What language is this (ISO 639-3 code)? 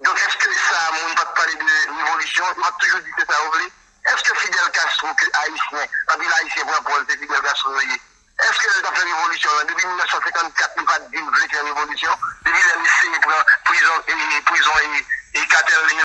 hat